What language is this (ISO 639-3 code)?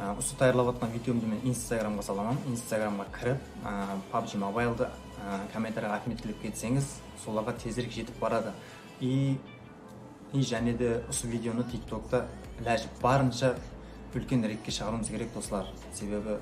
kaa